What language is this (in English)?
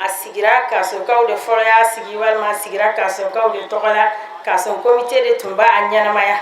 Bambara